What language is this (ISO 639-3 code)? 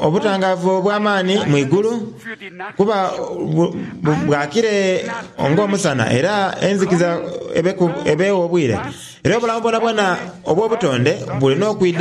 xog